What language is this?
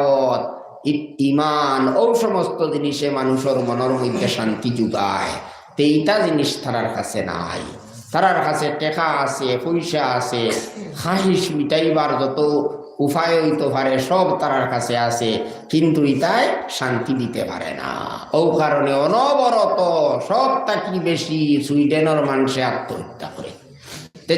Sylheti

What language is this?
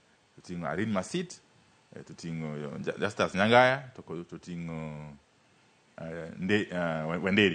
Luo (Kenya and Tanzania)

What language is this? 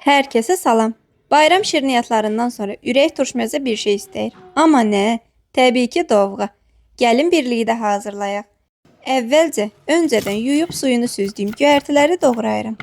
Azerbaijani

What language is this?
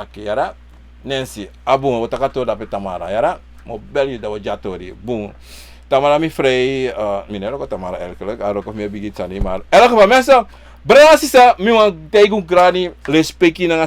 Sranan Tongo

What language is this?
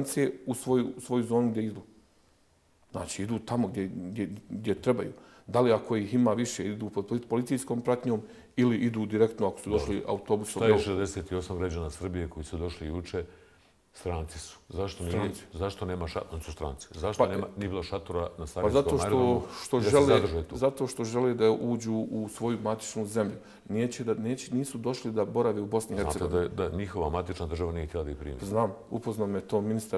Bosnian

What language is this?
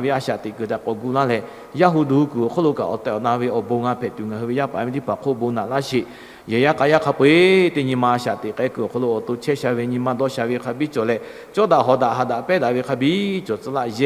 Lahu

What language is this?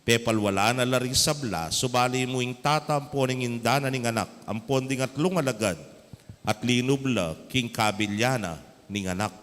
Pampanga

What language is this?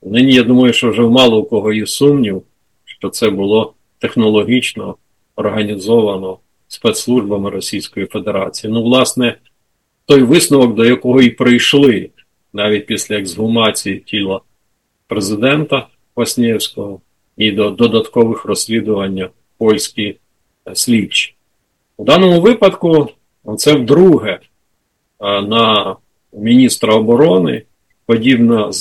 Ukrainian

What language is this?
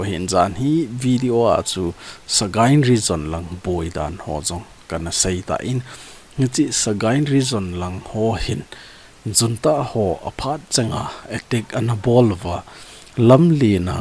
Thado Chin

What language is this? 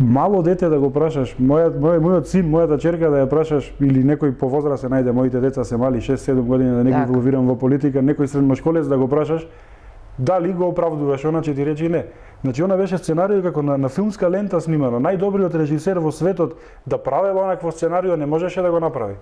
Macedonian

